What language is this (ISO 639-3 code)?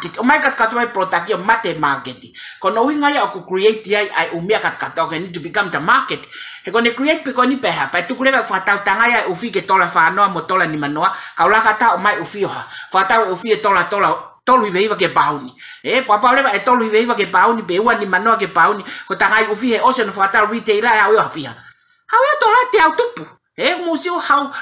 ton